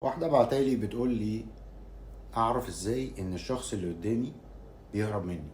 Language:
Egyptian Arabic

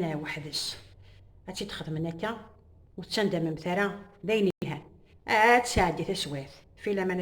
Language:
Kabyle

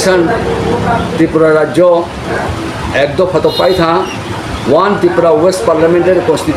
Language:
Riang (India)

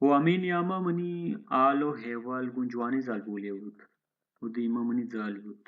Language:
Baluchi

